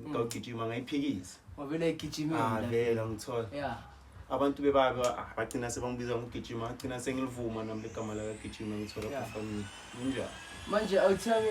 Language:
Zulu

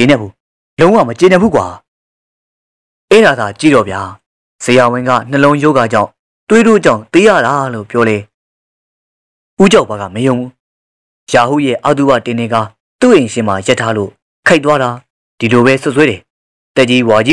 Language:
Burmese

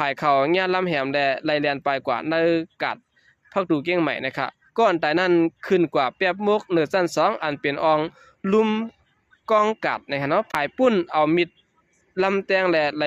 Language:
Shan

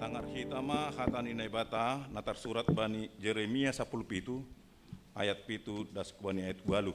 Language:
Batak Simalungun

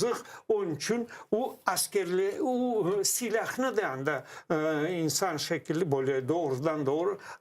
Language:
Crimean Tatar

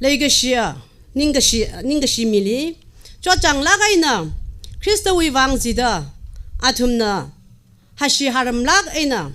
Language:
Tangkhul Naga (India)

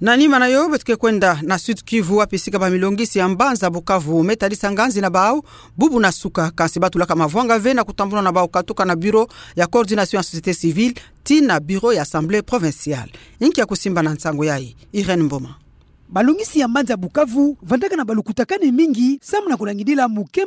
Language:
Kituba (Democratic Republic of Congo)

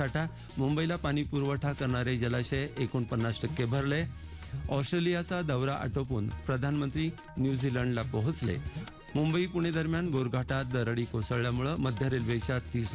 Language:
Marathi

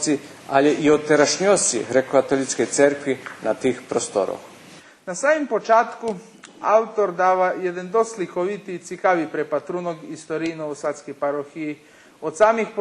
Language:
Rusyn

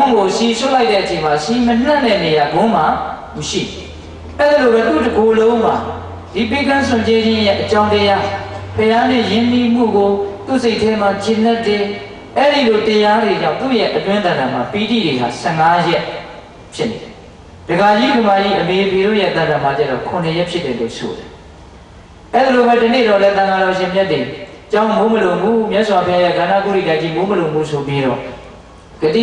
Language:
Burmese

